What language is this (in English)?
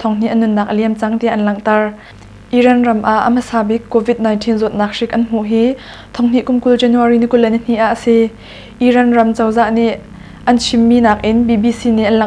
Hakha Chin